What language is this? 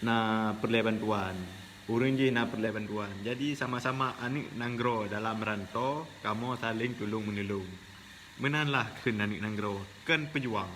Achinese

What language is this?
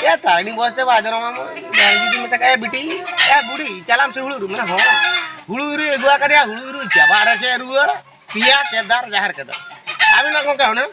Santali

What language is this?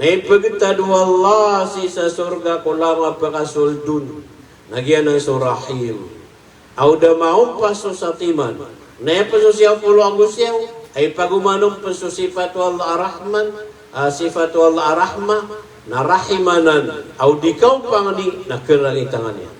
Maranao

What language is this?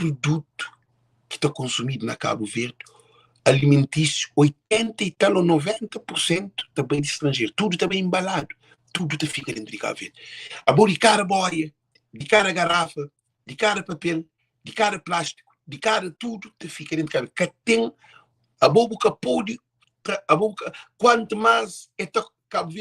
Kabuverdianu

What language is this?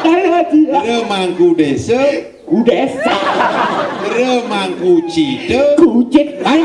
Balinese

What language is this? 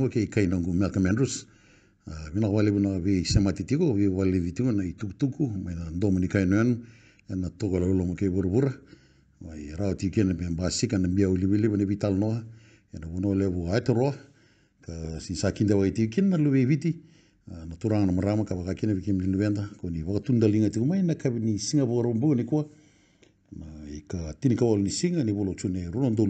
Fijian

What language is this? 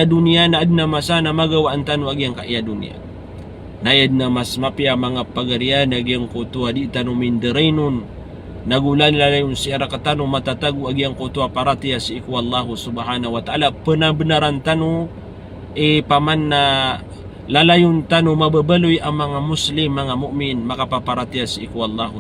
Maranao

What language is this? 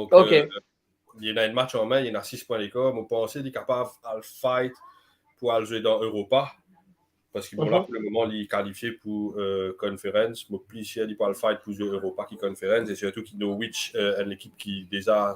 Morisyen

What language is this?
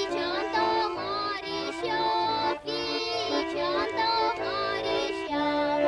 Chuvash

